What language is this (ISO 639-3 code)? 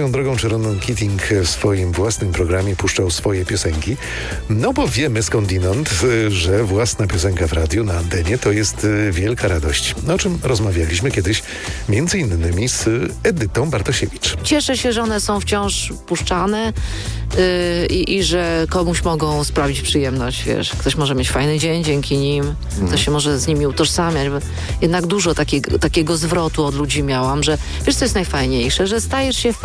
pol